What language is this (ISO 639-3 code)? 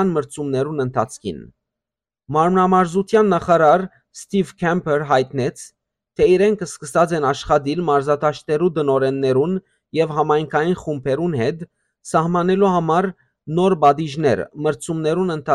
hyw